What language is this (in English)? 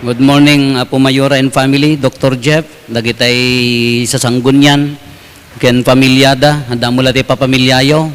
Iloko